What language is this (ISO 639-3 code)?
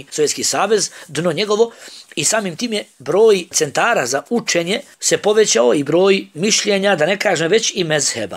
bos